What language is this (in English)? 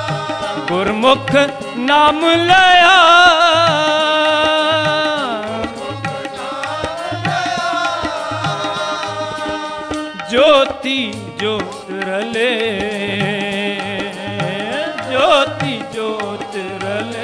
Punjabi